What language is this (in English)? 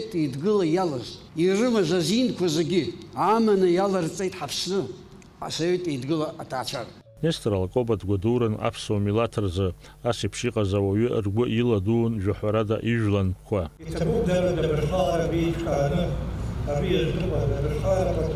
Abkhazian